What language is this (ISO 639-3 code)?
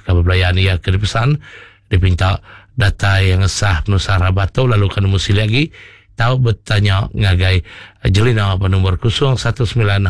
iba